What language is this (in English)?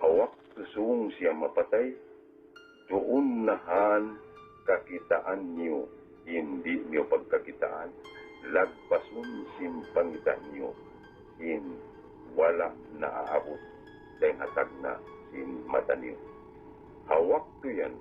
Tausug